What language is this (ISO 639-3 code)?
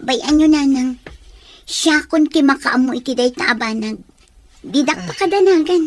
ilo